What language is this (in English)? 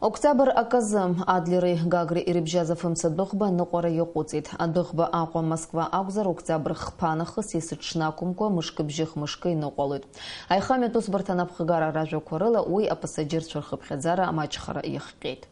Abkhazian